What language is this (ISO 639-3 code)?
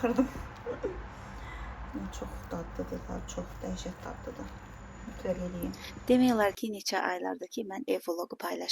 aze